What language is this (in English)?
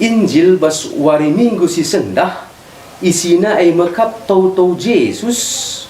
Batak Karo